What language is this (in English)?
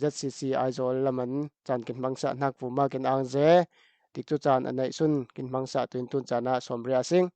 Falam Chin